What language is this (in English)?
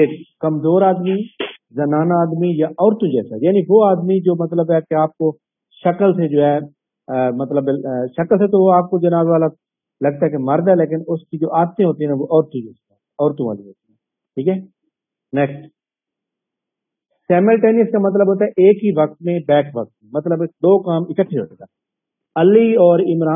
Urdu